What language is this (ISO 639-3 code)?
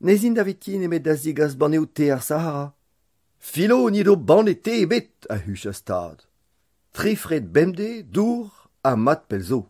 bre